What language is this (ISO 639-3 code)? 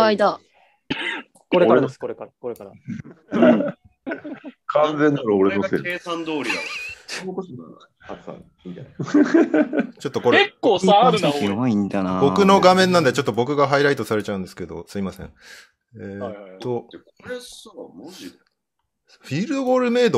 jpn